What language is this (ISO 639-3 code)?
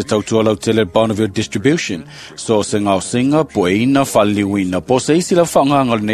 smo